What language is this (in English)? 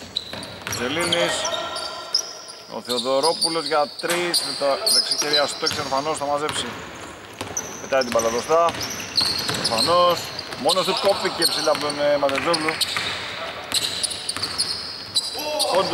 Greek